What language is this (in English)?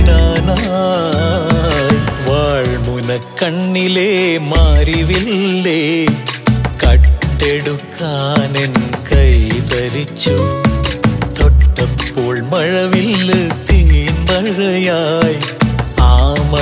Malayalam